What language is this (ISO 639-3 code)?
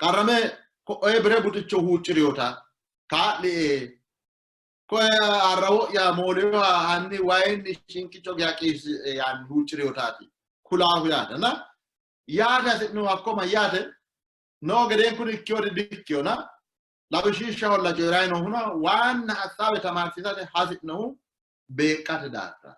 sid